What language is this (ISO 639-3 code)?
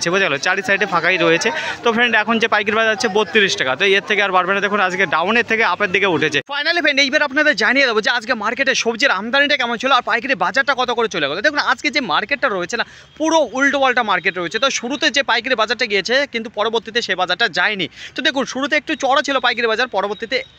ben